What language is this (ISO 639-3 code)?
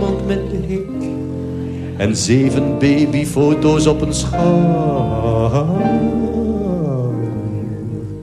nld